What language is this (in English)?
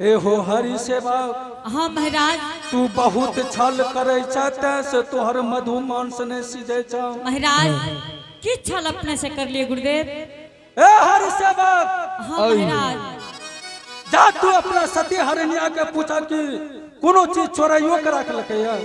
Angika